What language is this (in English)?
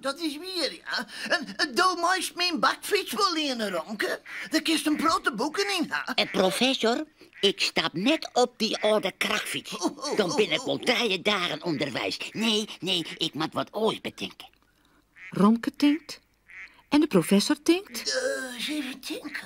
Western Frisian